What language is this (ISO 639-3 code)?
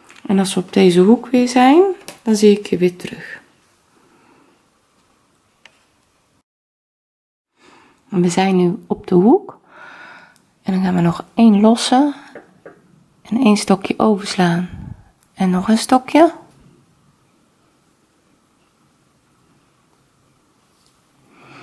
nld